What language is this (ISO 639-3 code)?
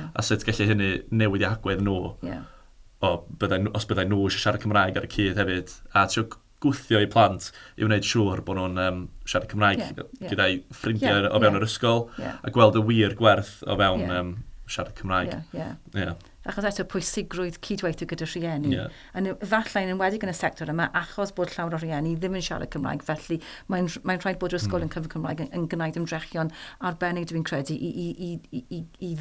cym